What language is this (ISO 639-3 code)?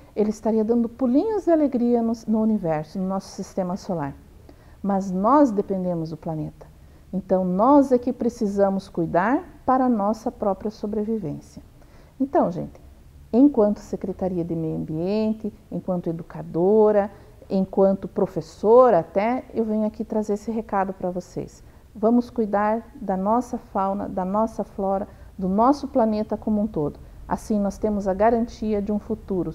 por